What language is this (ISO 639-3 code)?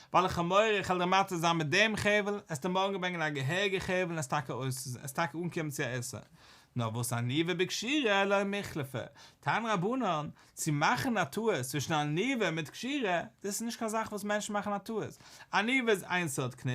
yid